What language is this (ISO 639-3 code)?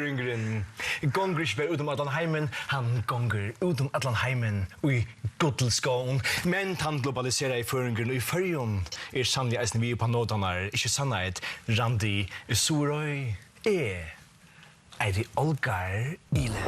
fao